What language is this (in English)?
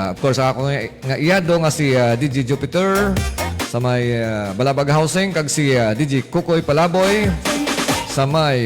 Hiligaynon